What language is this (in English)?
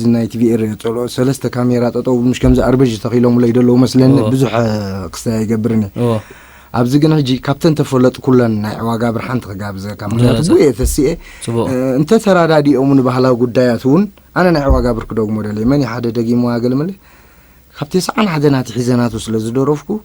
Tigrinya